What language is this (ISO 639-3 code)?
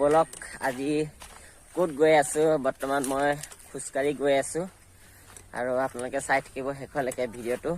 asm